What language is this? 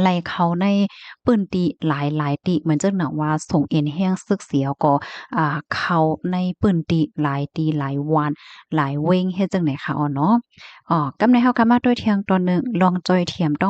Shan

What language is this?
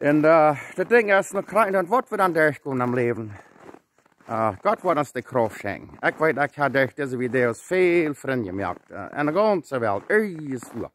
Plautdietsch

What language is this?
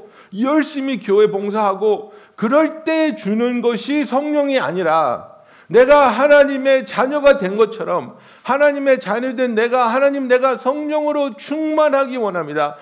Korean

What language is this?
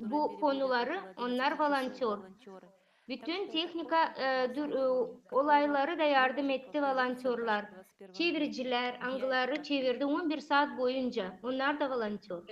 Gagauz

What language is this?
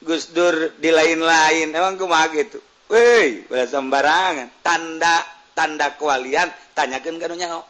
Sundanese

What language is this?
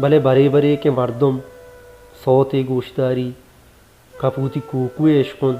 Baluchi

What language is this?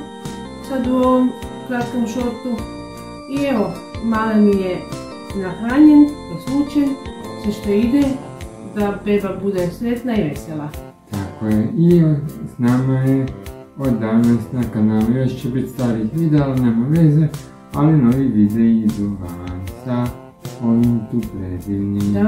Croatian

